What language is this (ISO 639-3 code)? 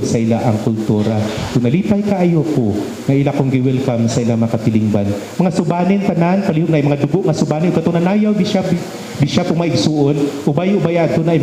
ceb